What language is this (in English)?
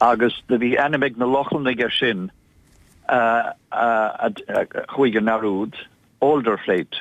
Irish